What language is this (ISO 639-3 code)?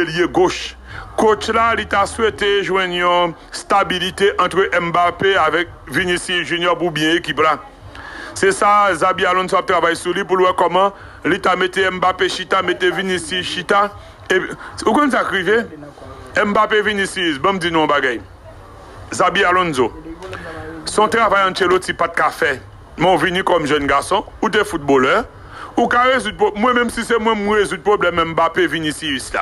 hat